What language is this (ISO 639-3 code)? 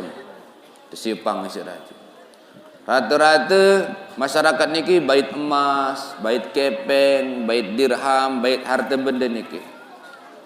sas